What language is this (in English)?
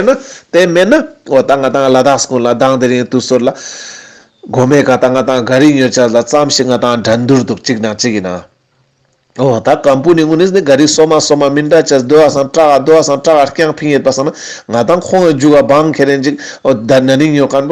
Ladakhi